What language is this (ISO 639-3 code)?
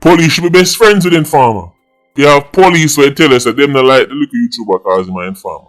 jam